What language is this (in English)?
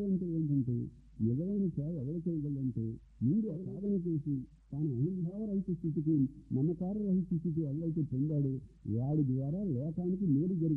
Telugu